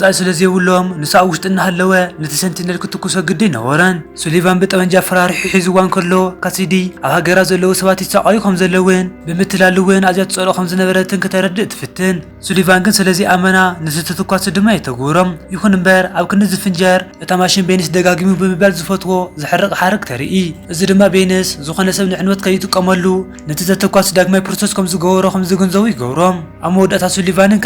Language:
Tigrinya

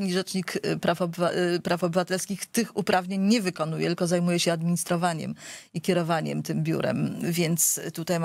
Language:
Polish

